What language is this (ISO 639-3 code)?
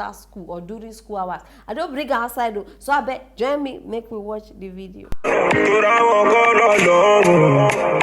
pcm